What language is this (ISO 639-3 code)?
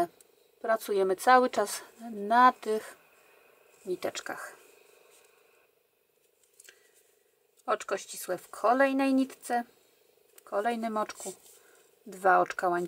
pol